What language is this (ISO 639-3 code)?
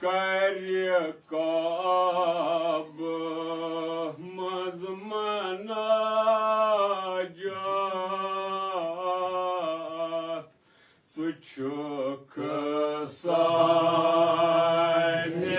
kas